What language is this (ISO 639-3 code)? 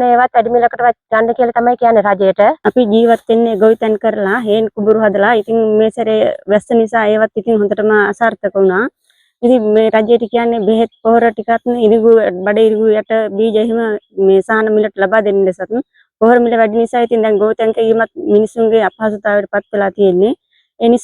sin